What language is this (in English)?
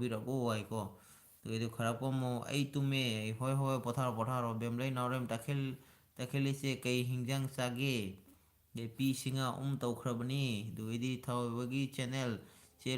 Manipuri